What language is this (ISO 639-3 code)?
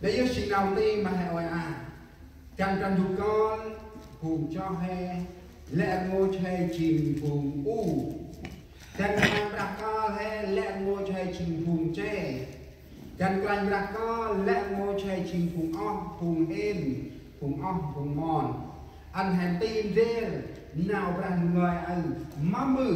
cmo